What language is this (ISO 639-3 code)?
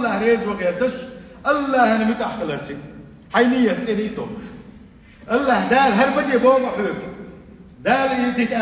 che